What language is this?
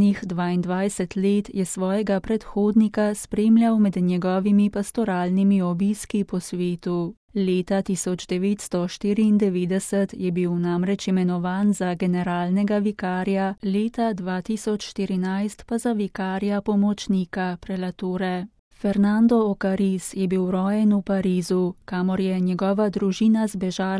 Slovenian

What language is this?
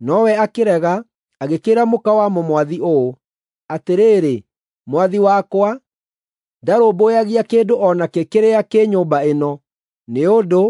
Kikuyu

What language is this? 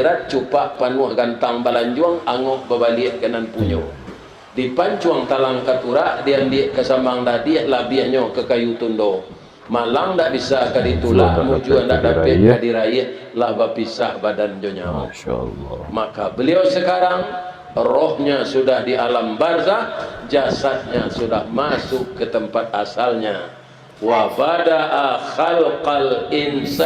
Minangkabau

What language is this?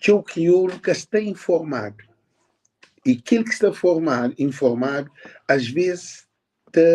Kabuverdianu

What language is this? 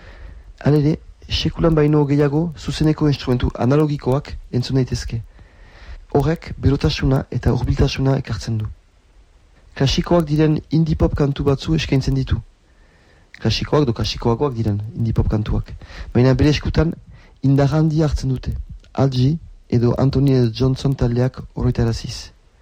Basque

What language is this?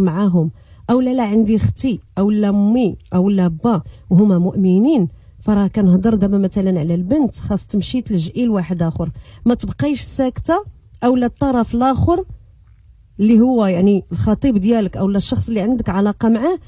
Moroccan Arabic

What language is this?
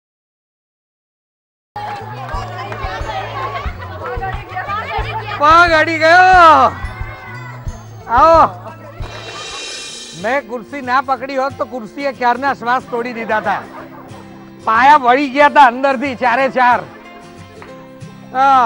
Gujarati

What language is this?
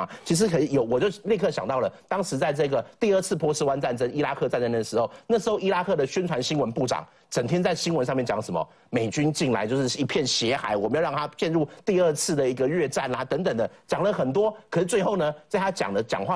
Chinese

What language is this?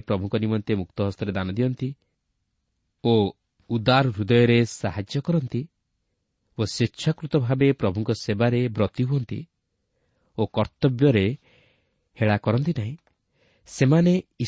Odia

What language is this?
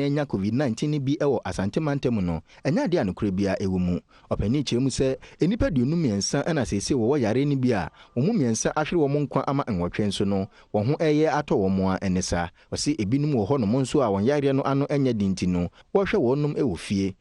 Akan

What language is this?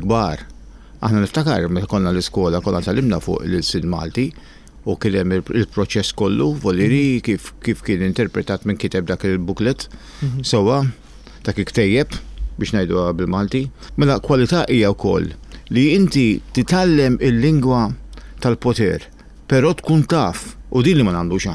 Maltese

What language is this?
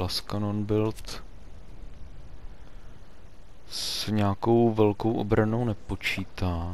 Czech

